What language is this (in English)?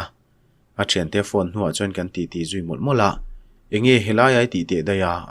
Mizo